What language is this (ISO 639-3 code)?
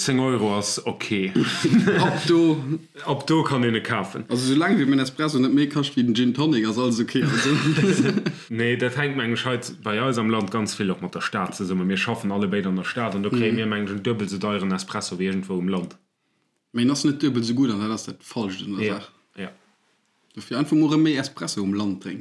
ltz